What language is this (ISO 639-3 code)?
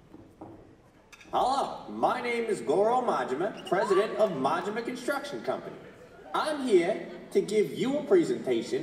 eng